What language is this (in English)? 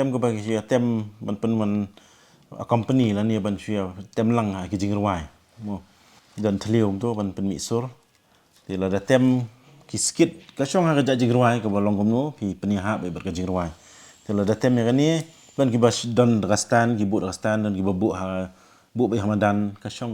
Khasi